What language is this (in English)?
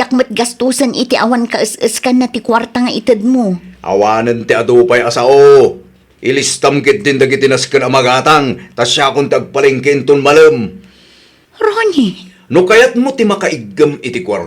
Iloko